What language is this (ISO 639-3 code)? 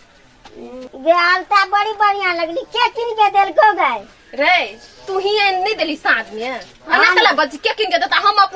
mai